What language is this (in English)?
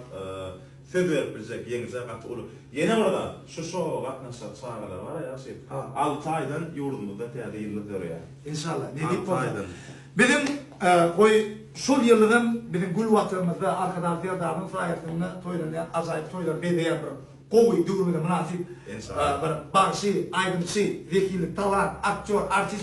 Turkmen